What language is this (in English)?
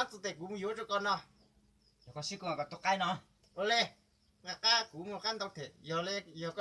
Hmong